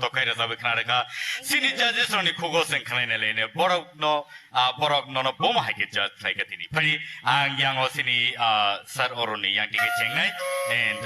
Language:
Kok Borok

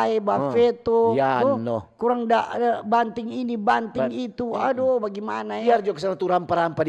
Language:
Manado Malay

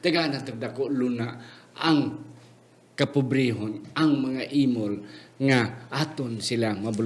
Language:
Hiligaynon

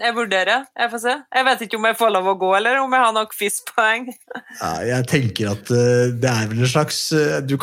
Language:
Norwegian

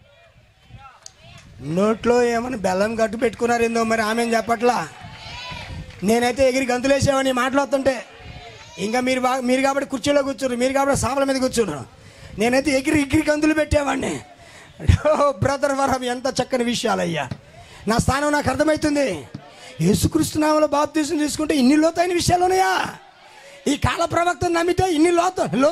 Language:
Telugu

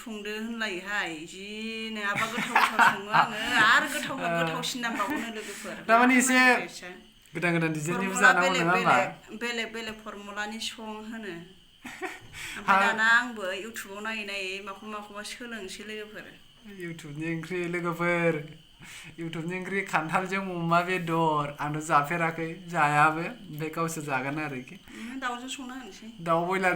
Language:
Bodo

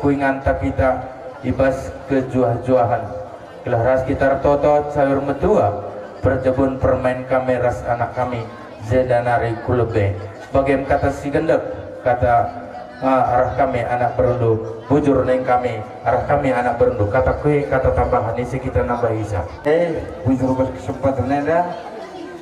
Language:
Batak Toba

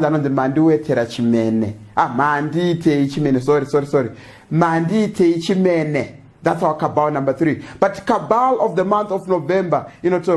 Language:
Shona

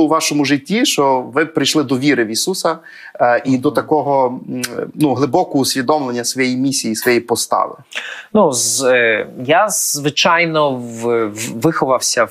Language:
Ukrainian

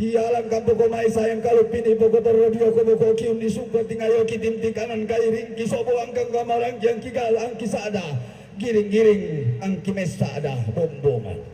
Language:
Toraja-Sa'dan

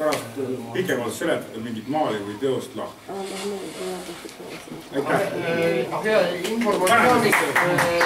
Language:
Estonian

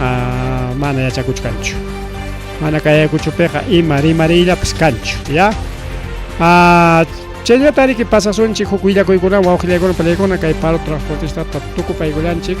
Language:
Ayacucho Quechua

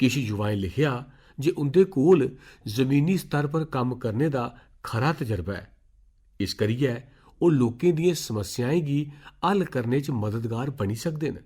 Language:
Dogri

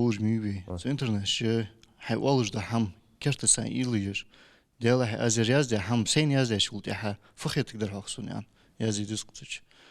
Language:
Ingush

